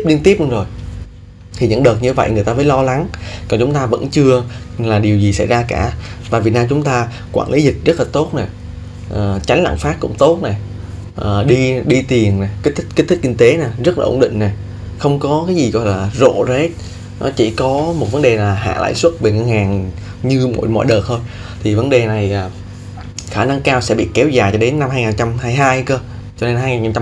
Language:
Vietnamese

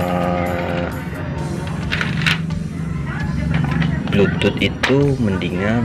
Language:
Indonesian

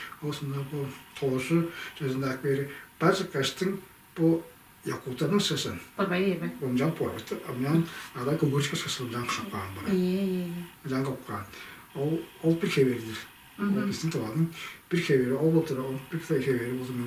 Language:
Tuvinian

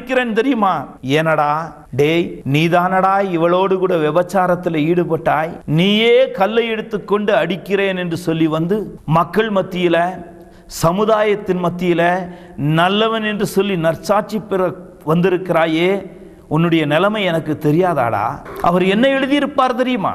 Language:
Tamil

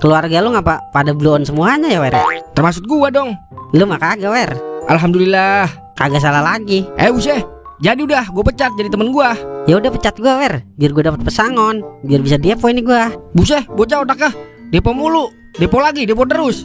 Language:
Betawi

